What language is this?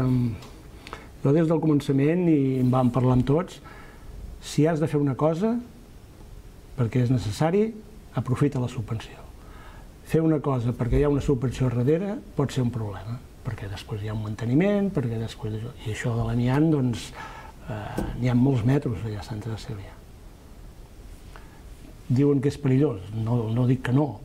Catalan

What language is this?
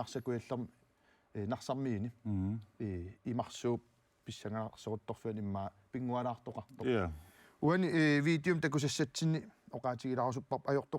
Kalaallisut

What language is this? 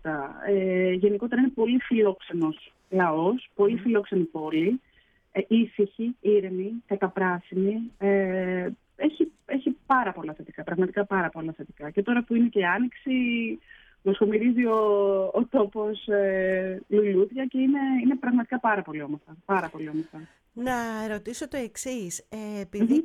Greek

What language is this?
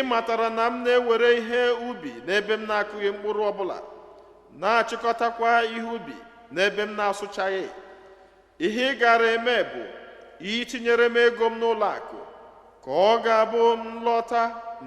Igbo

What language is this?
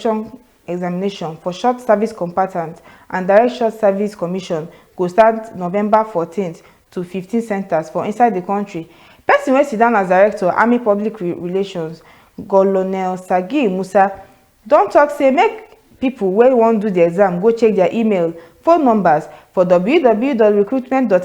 Nigerian Pidgin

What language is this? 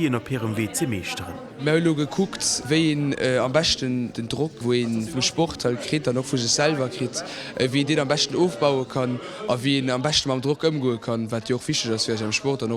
Luxembourgish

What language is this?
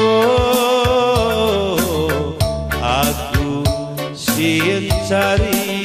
Batak Karo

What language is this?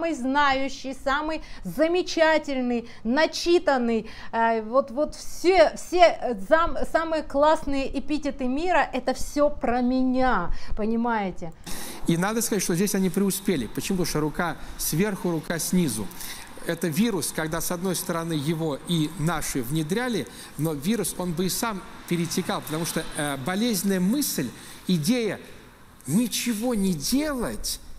Russian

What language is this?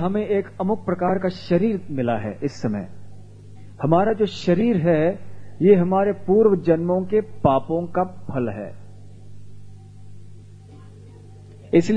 Hindi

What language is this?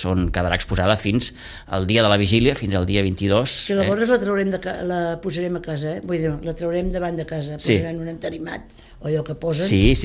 Catalan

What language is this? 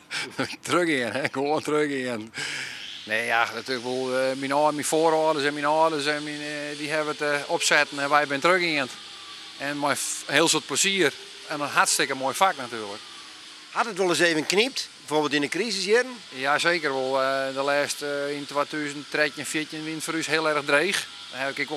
Western Frisian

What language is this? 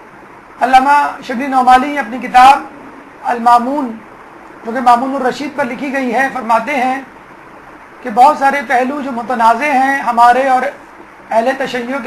Urdu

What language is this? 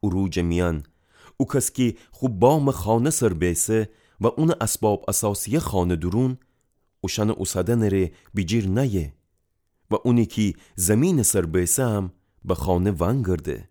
Gilaki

